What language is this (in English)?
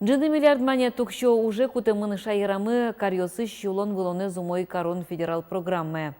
Udmurt